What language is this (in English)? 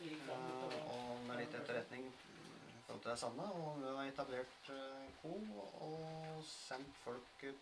Norwegian